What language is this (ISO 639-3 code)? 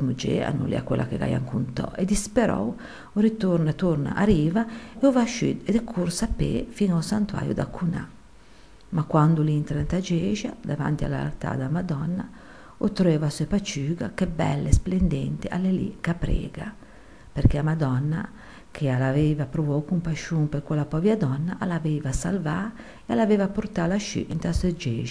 lij